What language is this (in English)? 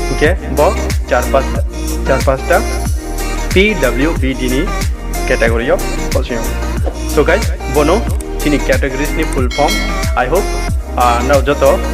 Riang (India)